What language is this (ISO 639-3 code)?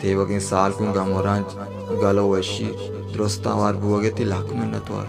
bal